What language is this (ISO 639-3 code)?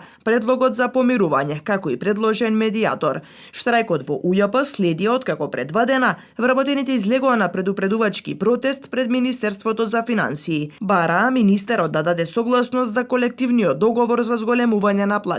mkd